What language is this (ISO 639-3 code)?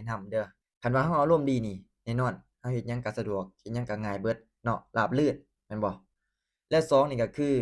lao